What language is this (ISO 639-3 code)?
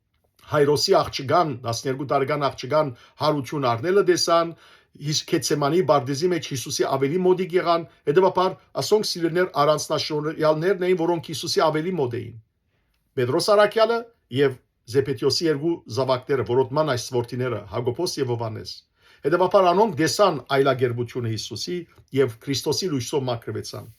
hyw